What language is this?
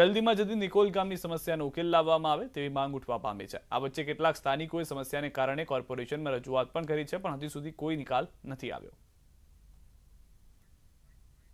Gujarati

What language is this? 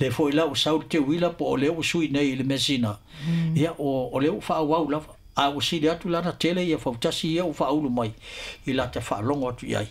Samoan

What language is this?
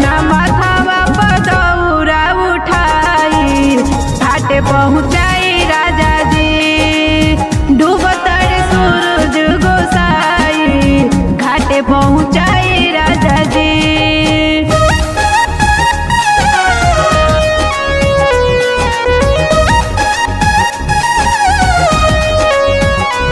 Bhojpuri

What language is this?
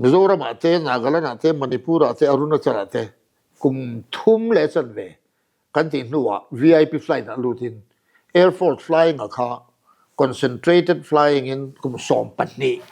Mizo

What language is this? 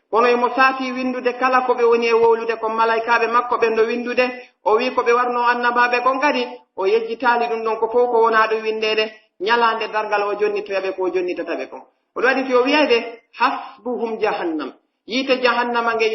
Pular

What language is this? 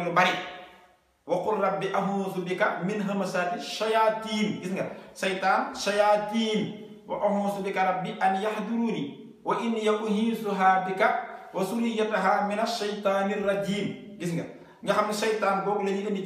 Wolof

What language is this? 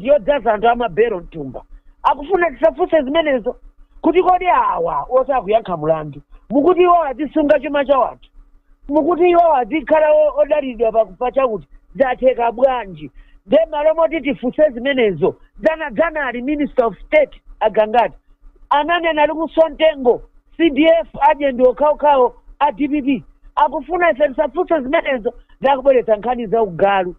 Nyanja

